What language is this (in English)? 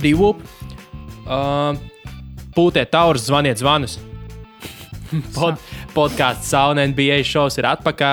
Latvian